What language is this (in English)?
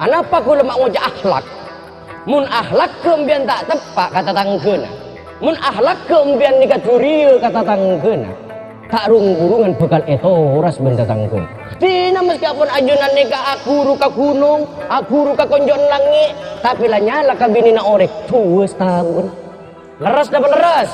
Madurese